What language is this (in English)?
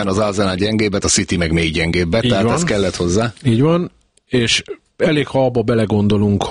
Hungarian